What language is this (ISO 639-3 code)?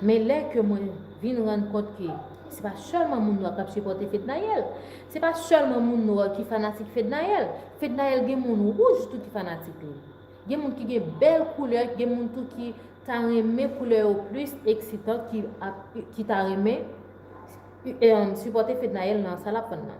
hat